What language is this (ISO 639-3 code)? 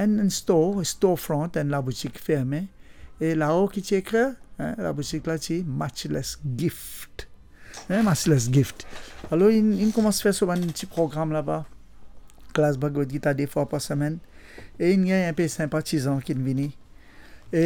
mfe